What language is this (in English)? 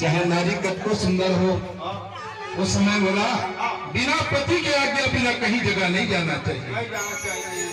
Chhattisgarhi